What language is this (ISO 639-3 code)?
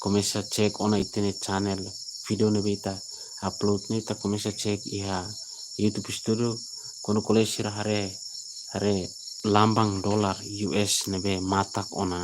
tet